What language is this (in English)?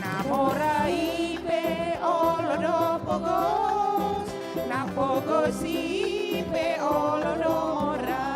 Batak Toba